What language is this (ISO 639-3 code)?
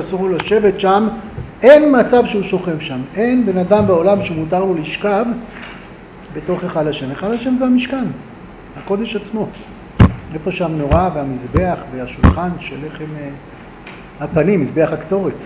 heb